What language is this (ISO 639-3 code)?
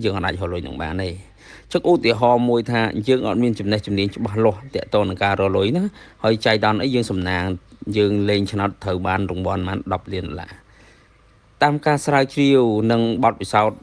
khm